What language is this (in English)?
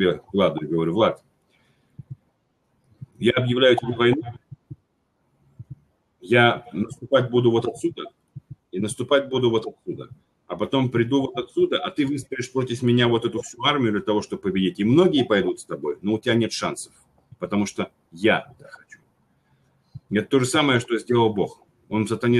Russian